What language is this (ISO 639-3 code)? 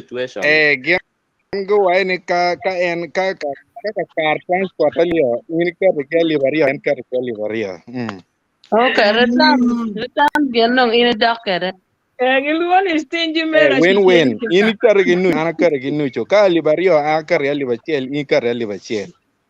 ach